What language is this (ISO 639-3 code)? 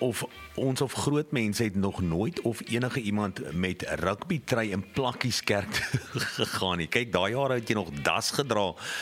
afr